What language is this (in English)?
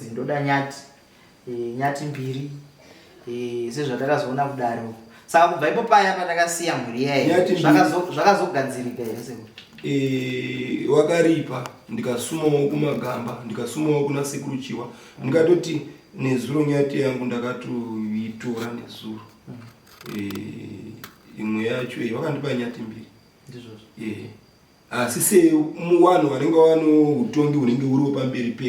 Shona